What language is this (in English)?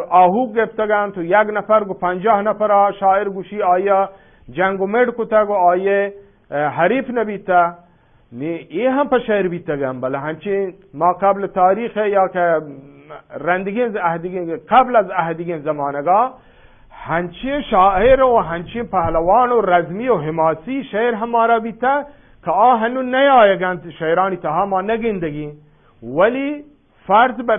Eastern Balochi